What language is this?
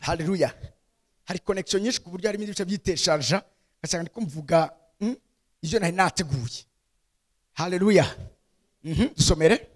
Rundi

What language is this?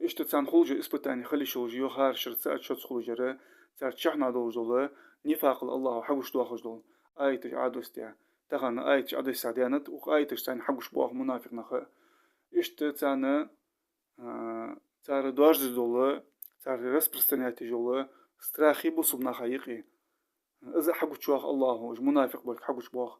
Ingush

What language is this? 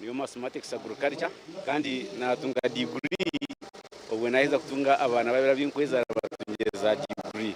Nyankole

